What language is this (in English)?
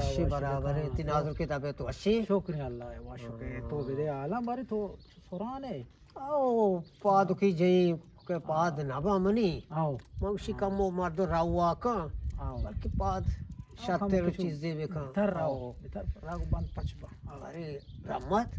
Eastern Balochi